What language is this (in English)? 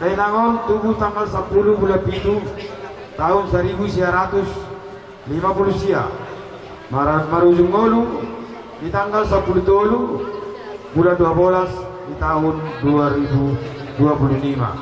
Batak Toba